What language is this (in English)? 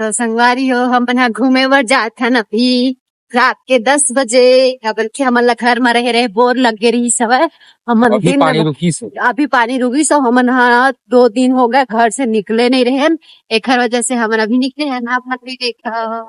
Chhattisgarhi